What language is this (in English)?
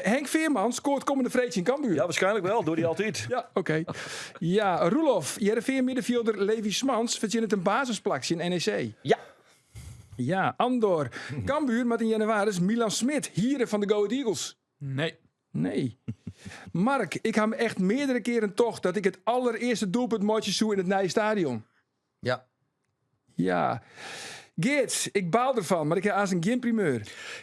Western Frisian